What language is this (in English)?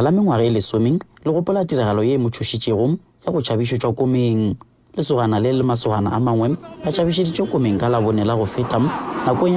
Northern Sotho